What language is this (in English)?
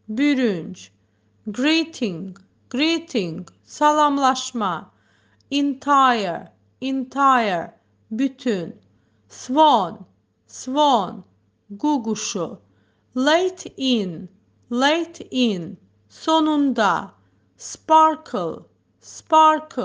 Azerbaijani